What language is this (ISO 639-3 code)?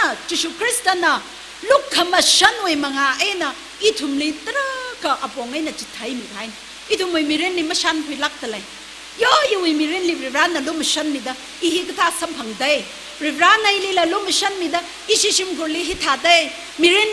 nmf